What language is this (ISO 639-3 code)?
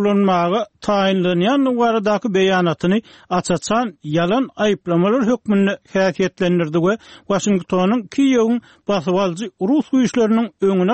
tuk